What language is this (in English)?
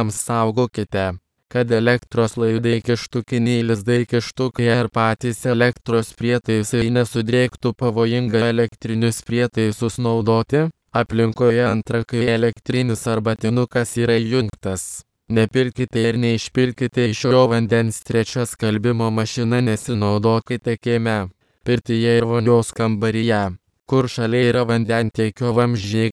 Lithuanian